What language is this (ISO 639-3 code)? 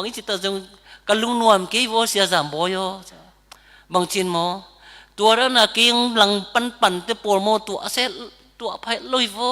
ctd